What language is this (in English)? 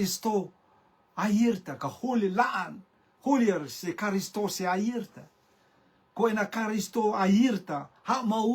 Rotuman